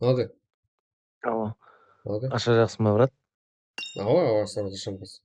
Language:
Kara-Kalpak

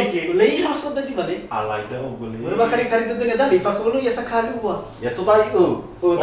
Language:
Nias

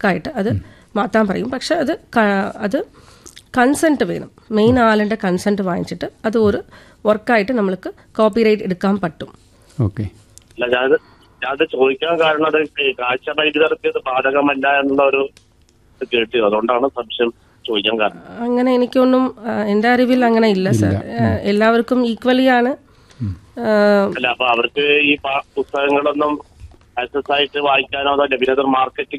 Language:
Malayalam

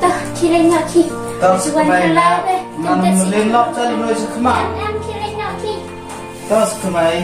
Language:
Khasi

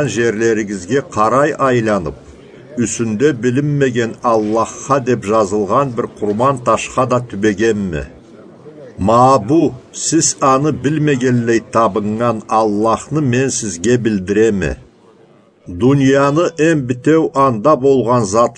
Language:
Karachay-Balkar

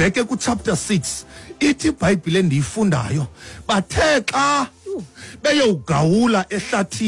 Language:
Xhosa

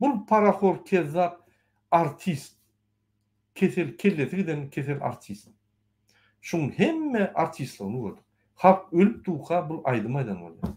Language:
Turkmen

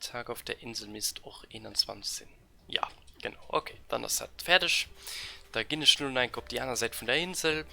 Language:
Luxembourgish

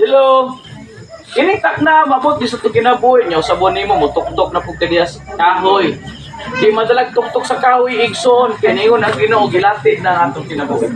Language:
Cebuano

